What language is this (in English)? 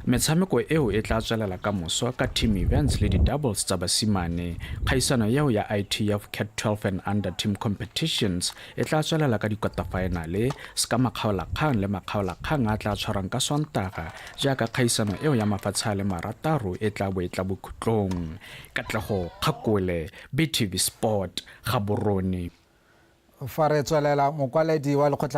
Tswana